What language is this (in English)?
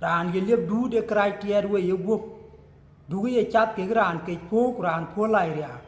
Dinka